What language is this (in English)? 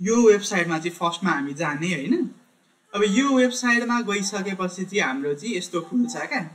Nepali